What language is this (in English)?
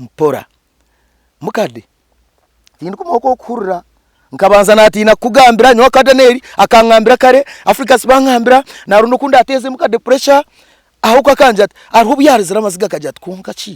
Nyankole